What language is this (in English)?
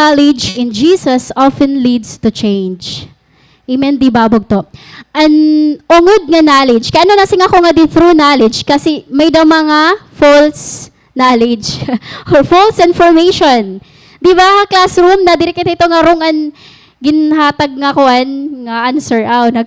Waray